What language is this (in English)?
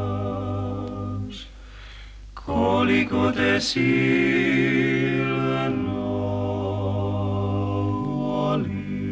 Croatian